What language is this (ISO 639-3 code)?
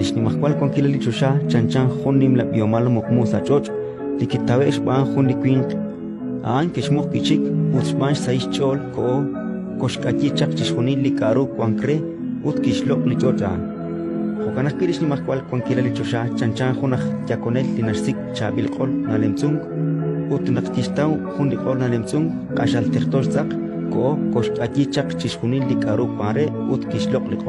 kek